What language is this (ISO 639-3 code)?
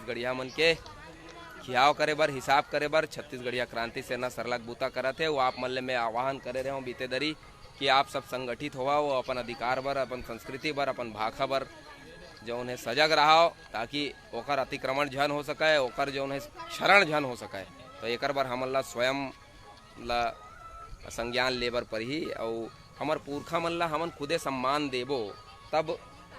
hne